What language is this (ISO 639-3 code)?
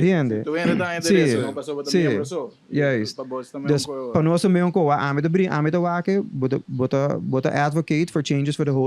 pap